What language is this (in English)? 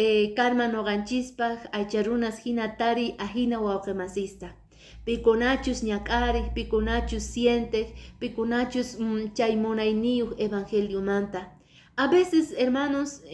Quechua